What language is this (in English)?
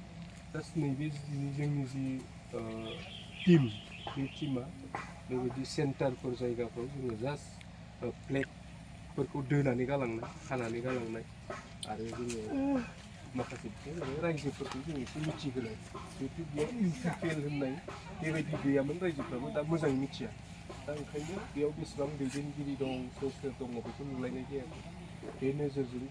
Bodo